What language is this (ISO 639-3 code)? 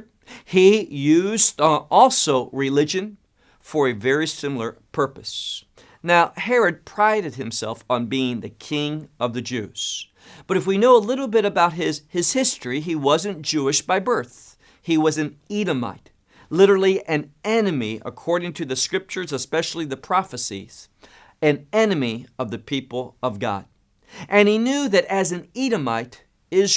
eng